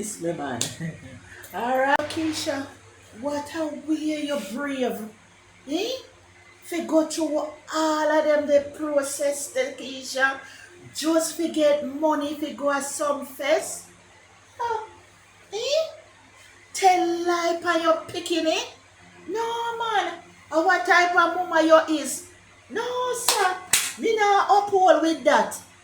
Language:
Jamaican Creole English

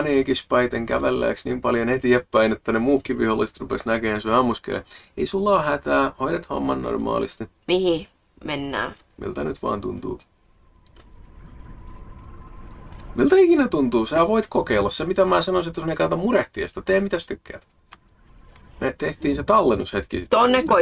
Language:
Finnish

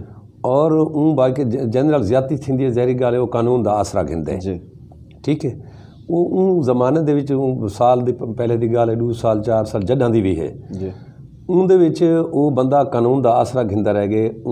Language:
Saraiki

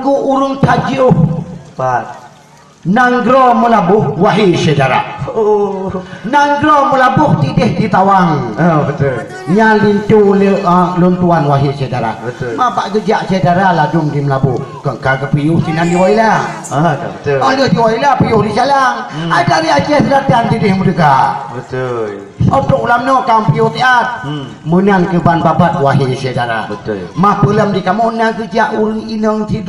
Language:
Achinese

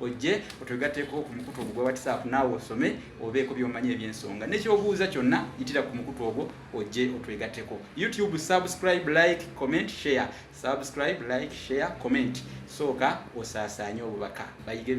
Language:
Ganda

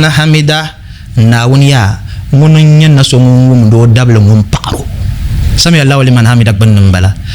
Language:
Dagbani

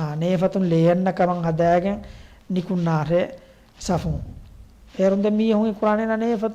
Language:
Divehi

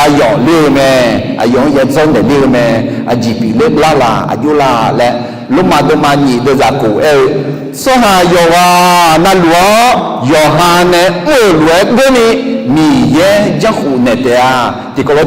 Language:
Akha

